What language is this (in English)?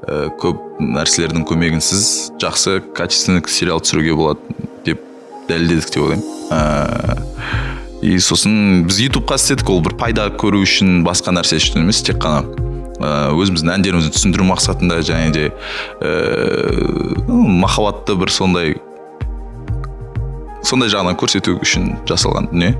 Kazakh